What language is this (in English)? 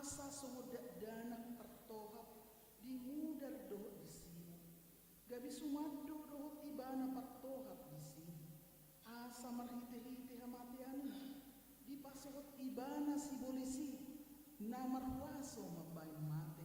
Batak Toba